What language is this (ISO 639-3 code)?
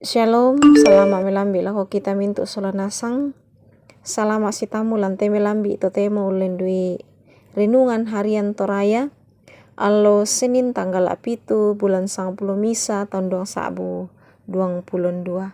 sda